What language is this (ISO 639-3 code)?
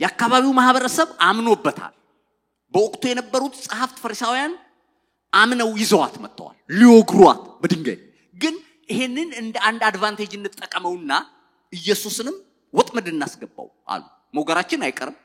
amh